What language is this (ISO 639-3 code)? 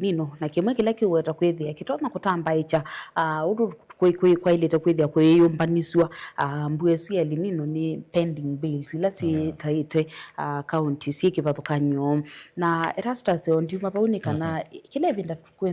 kam